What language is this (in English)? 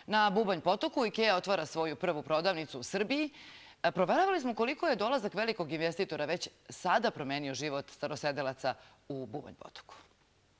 Serbian